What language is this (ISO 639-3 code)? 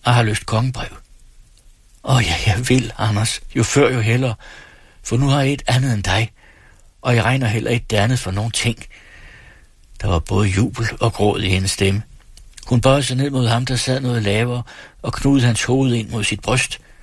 dan